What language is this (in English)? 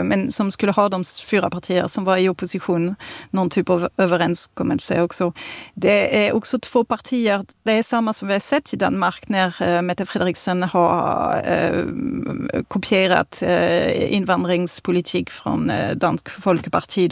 Swedish